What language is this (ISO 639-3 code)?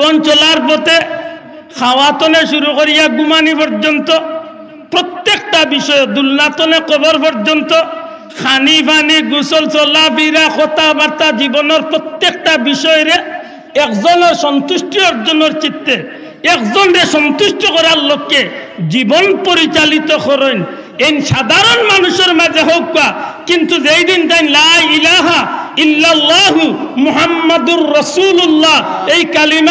syl